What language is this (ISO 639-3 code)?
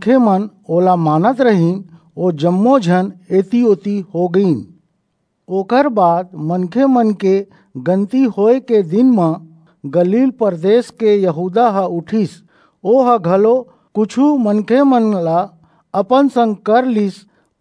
hne